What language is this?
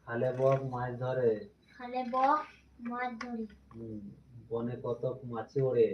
Santali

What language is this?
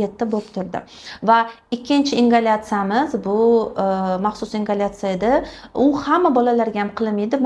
Uzbek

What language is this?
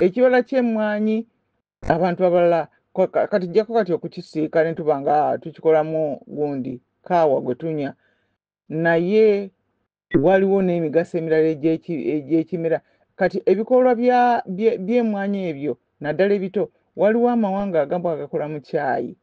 Ganda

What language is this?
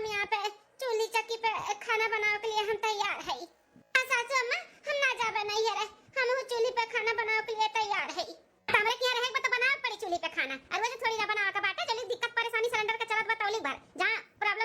Awadhi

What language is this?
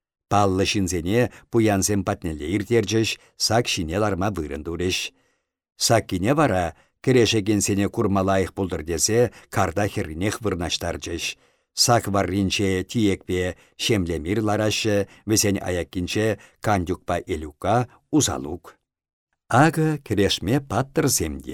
Chuvash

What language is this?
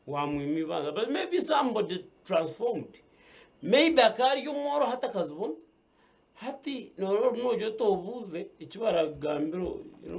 Nyankole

